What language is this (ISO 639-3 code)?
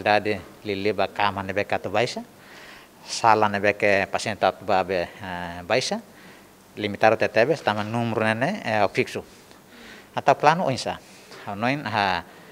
tet